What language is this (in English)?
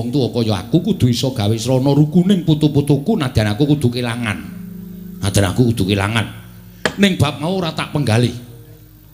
Javanese